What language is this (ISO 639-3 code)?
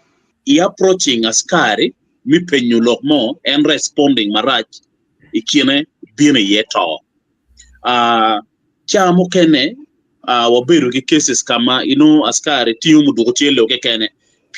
ach